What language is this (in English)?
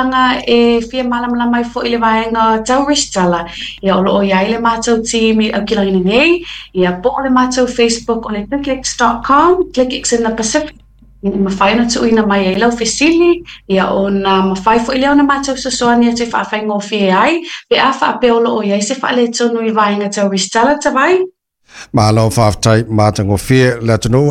Samoan